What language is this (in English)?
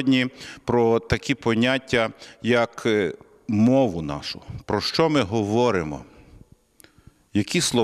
Ukrainian